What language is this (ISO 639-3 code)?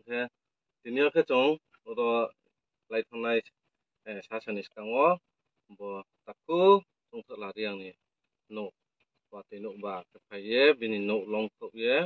ria